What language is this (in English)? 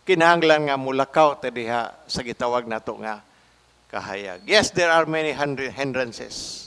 Cebuano